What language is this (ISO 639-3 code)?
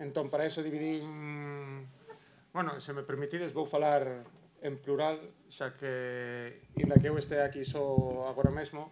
glg